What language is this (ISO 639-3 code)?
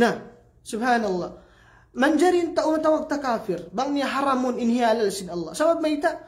tsg